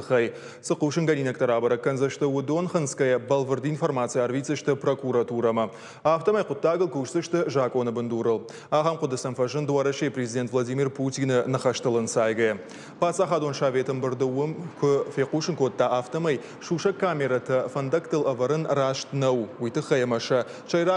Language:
Ossetic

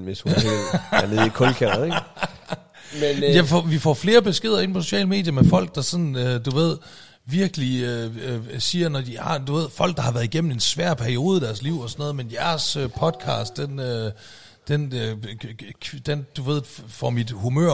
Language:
Danish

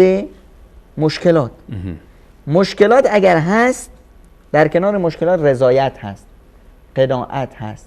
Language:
Persian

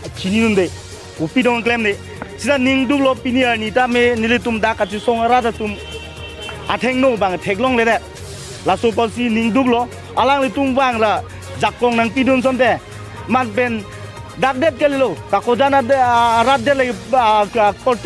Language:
Karbi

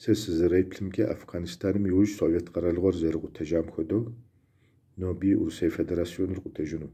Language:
Kabardian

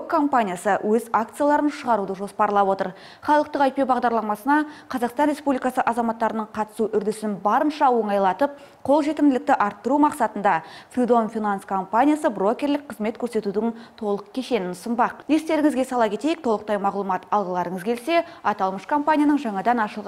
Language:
Kazakh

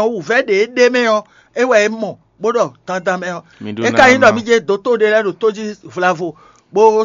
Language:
Fon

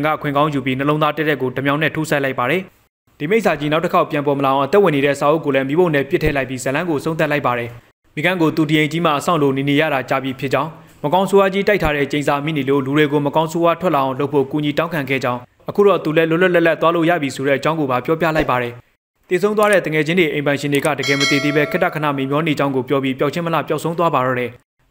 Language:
Burmese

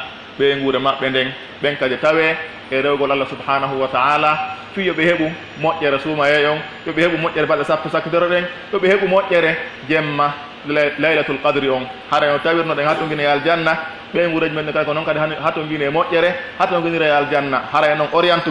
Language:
Pular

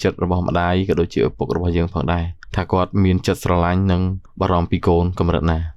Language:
Khmer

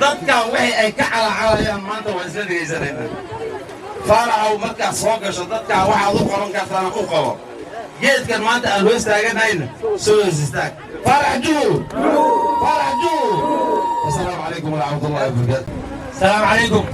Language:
Somali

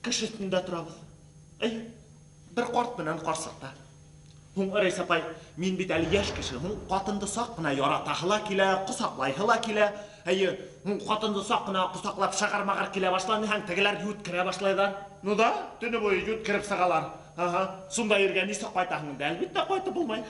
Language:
Bashkir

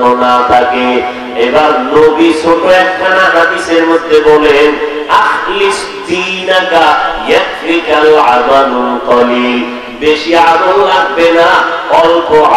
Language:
Bangla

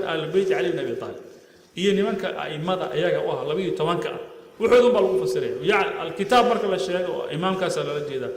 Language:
Somali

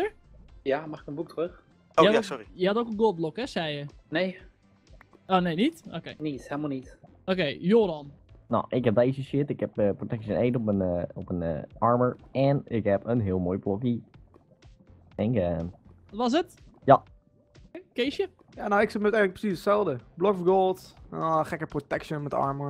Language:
Dutch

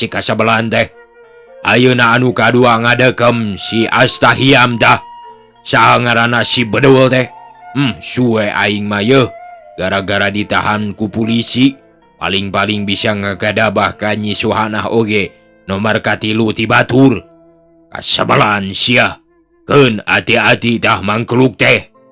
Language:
Sundanese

